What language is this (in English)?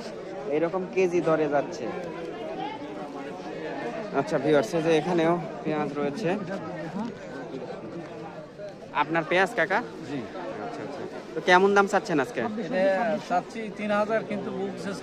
Bangla